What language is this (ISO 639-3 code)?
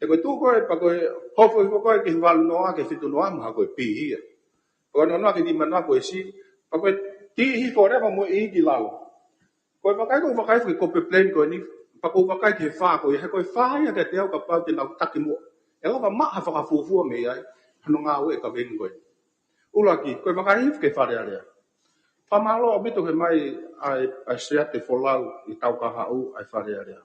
ton